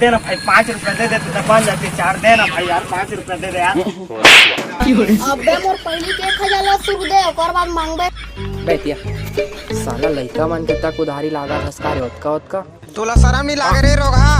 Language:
Chhattisgarhi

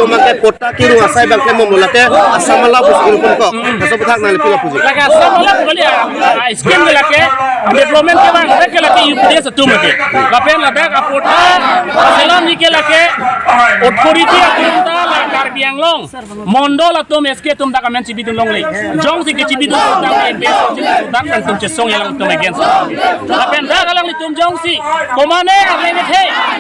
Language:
Karbi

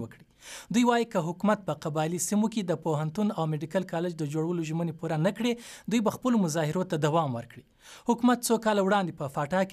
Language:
Pashto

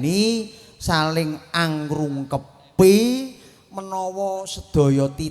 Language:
Javanese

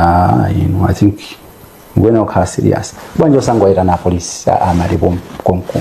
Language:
Nyanja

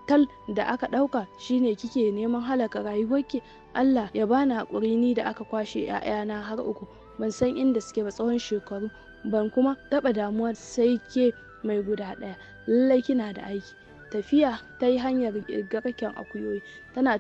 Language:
Hausa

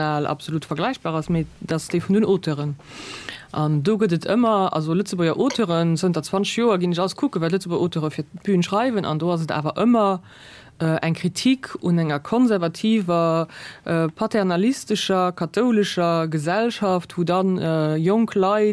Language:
Luxembourgish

